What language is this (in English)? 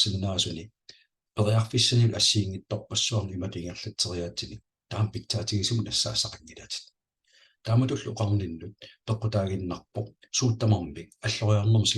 Kalaallisut